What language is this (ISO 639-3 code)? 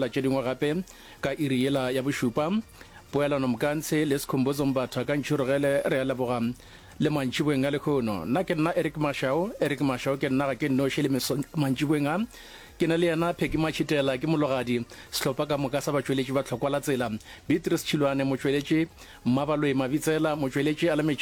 nso